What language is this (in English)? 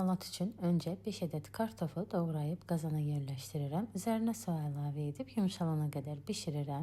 Azerbaijani